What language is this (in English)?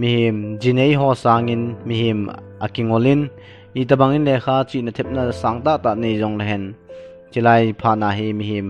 Thado Chin